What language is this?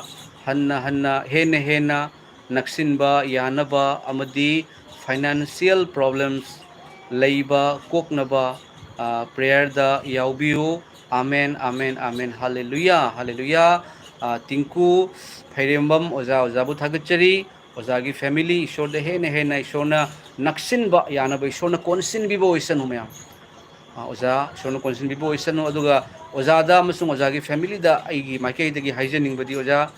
Manipuri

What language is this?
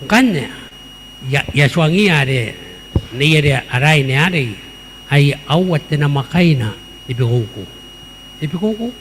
Gilbertese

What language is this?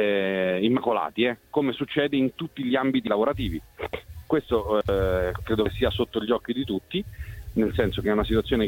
Italian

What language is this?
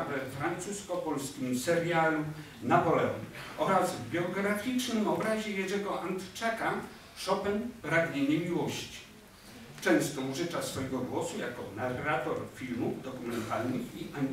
Polish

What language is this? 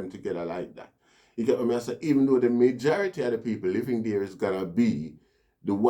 Jamaican Creole English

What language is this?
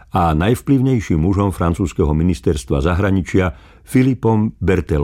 Slovak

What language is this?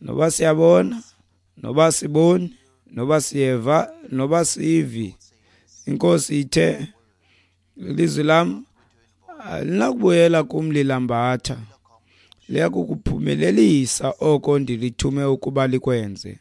Xhosa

